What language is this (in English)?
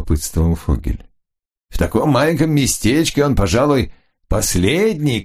Russian